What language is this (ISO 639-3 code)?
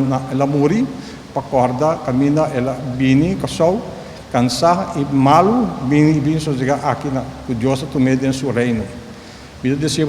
pap